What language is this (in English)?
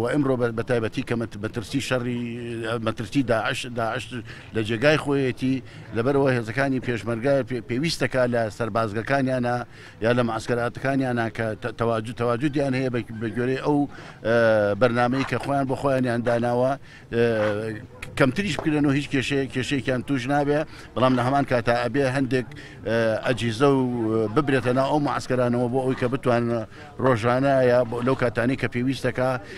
Central Kurdish